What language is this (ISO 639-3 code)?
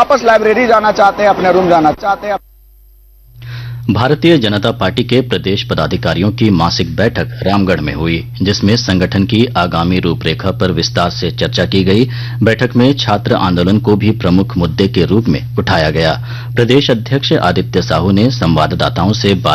hin